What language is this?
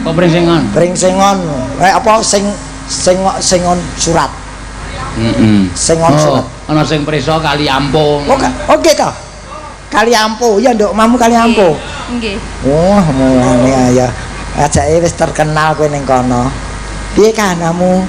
Javanese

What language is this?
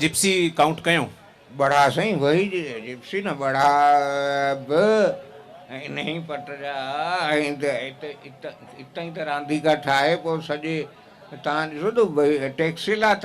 Sindhi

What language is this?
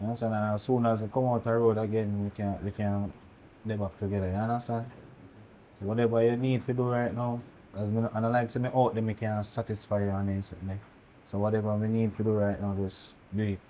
Jamaican Creole English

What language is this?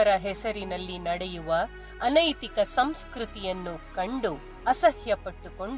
Kannada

